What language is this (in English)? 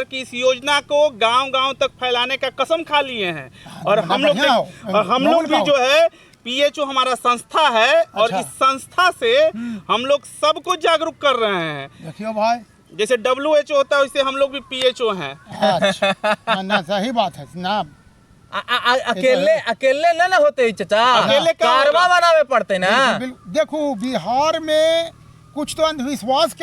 Magahi